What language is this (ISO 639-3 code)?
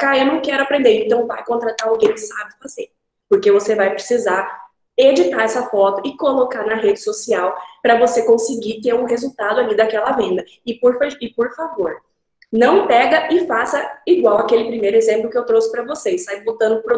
por